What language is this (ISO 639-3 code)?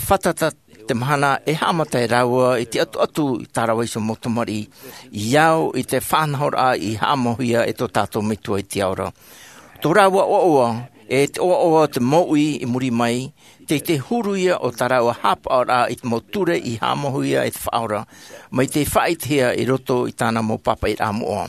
tah